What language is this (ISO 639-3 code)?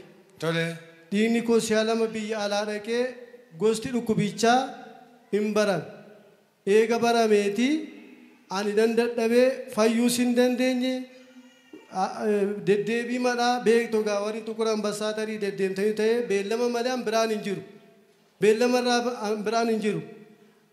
orm